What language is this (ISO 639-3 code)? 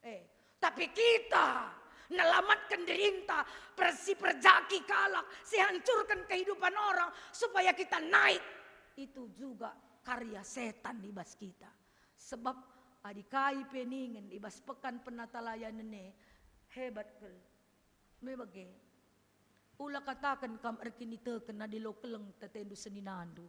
btx